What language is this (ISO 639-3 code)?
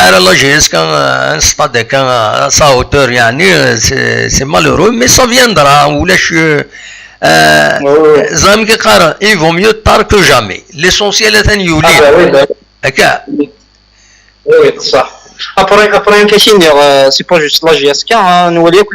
kab